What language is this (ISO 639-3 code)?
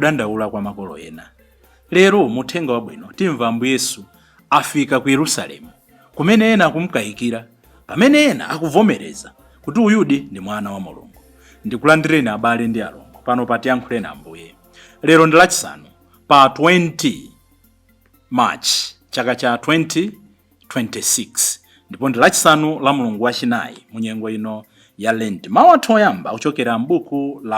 nya